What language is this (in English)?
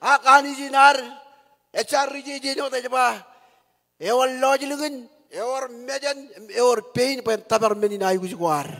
Marshallese